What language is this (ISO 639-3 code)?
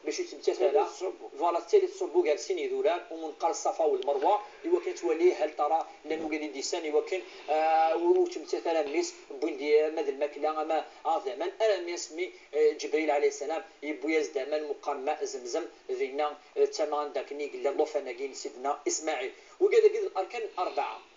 kab